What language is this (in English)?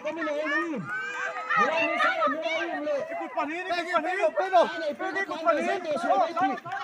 Mizo